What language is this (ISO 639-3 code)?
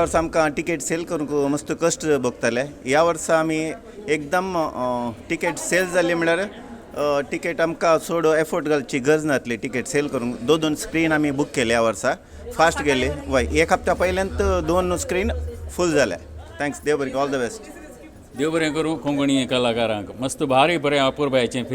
kok